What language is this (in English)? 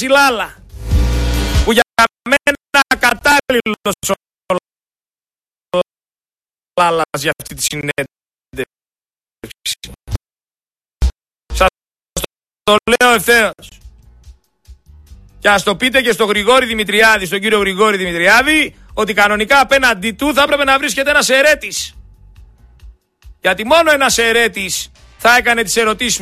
Greek